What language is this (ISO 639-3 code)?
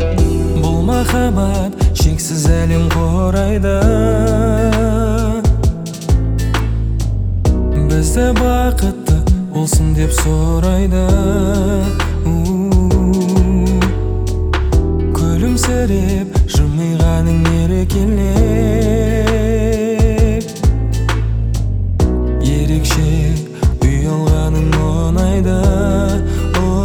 kaz